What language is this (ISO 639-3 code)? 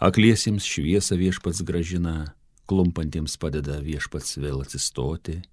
lit